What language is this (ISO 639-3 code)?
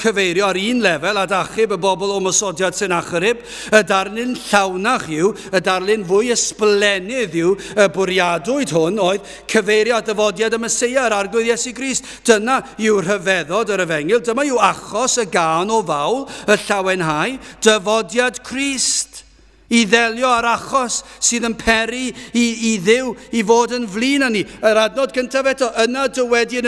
cym